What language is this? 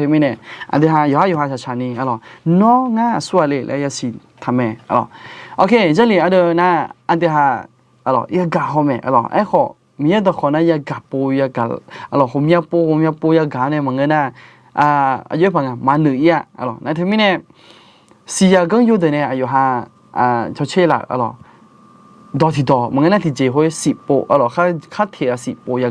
Akha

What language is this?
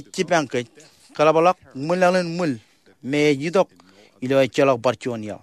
Marshallese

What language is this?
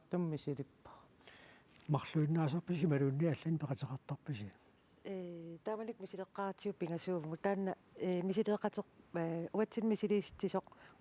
Kalaallisut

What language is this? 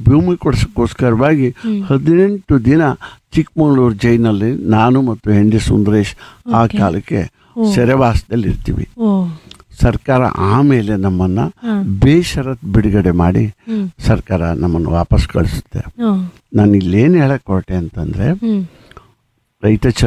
Kannada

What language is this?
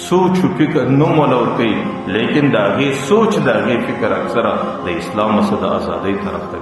Pashto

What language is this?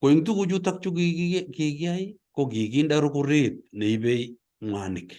Kalenjin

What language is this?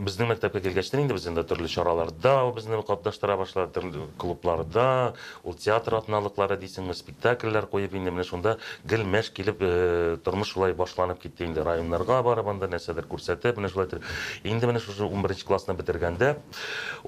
Tatar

